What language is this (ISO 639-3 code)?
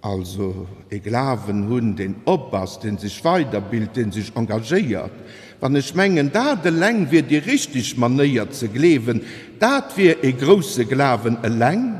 ltz